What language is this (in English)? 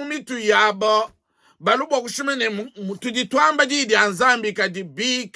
Luba-Lulua